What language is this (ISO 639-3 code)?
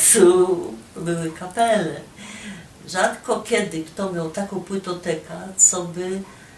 szl